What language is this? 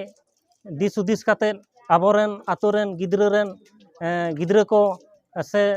Santali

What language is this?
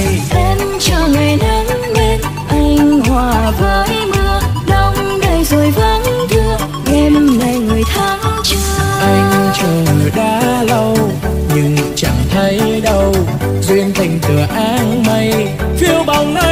Vietnamese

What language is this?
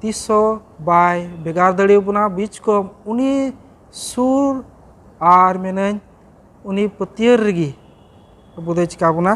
Santali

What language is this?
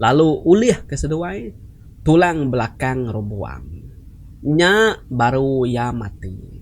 Iban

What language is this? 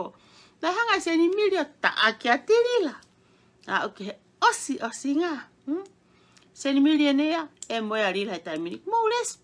Tongan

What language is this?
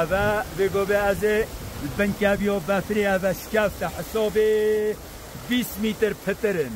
Kurdish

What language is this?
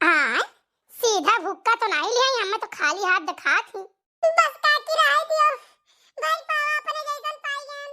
Awadhi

